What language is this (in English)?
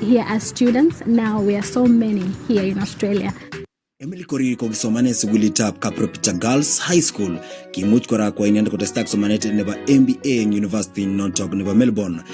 Kalenjin